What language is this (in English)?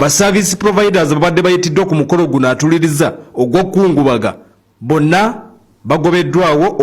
Ganda